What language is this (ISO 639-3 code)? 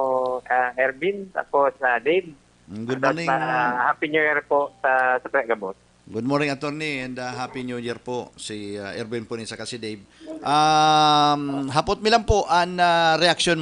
bik